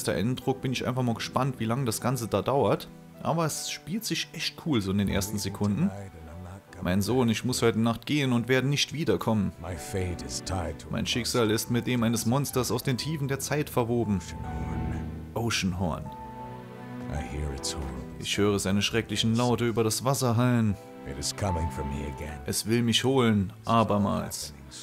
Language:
German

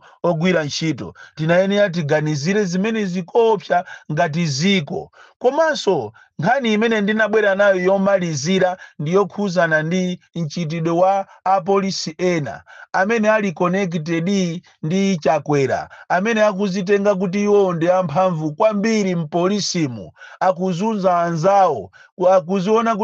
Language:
Nyanja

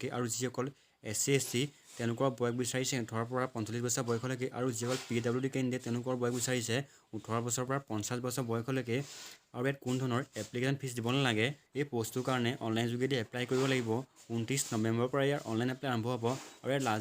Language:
Assamese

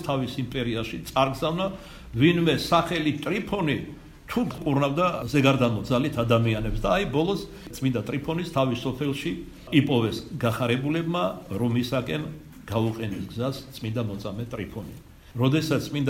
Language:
Georgian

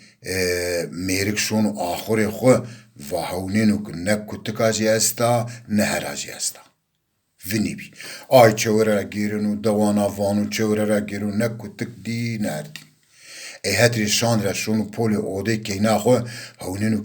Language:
Zaza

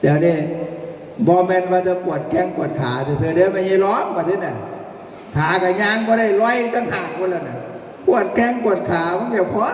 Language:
Northeastern Thai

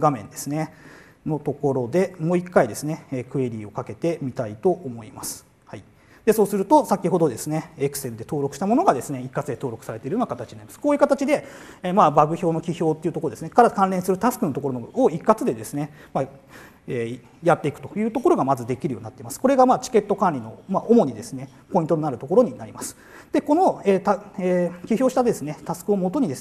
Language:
Japanese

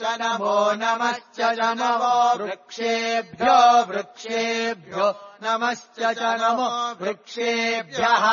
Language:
Sanskrit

